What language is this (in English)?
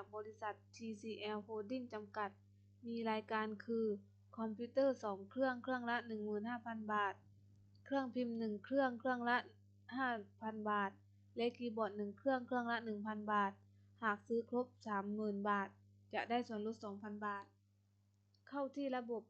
Lao